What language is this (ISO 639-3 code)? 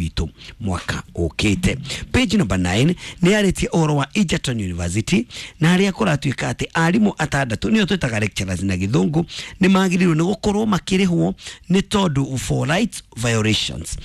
kik